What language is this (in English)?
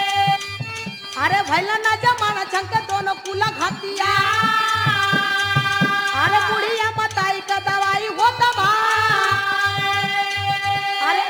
Bhojpuri